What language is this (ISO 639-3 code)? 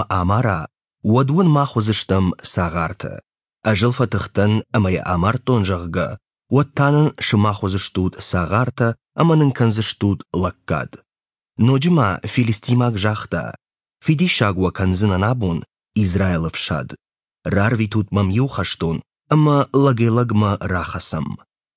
oss